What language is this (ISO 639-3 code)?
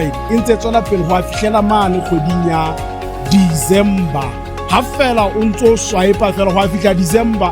sot